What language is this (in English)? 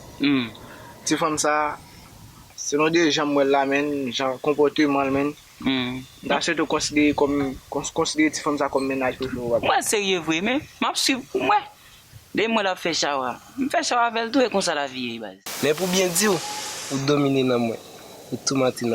Haitian Creole